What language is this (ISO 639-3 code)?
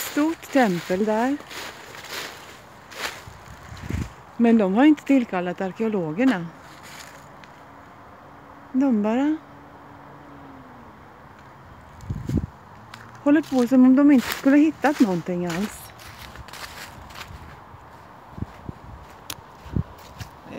swe